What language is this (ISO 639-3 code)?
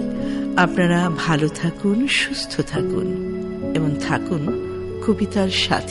ben